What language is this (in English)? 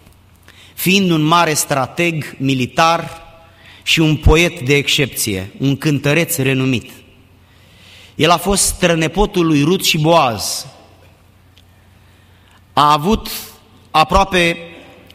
Romanian